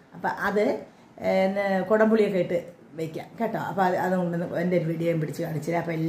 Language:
Malayalam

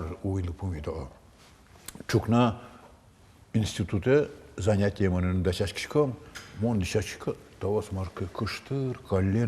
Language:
Udmurt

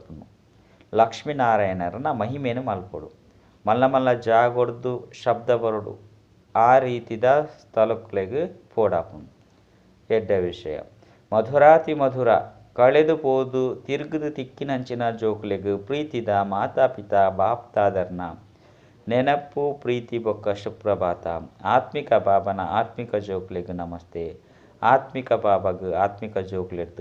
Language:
Tulu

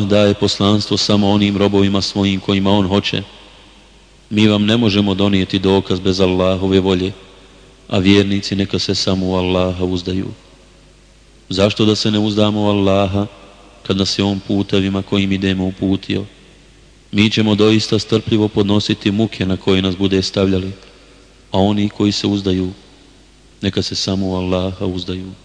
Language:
Bosnian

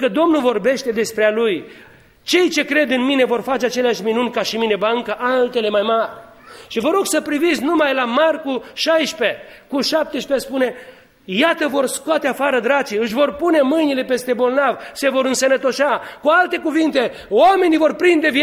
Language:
Romanian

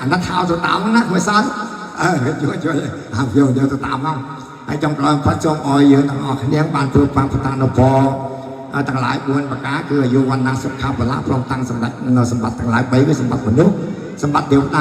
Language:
Khmer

